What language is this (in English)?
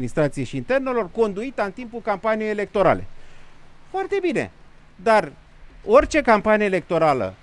Romanian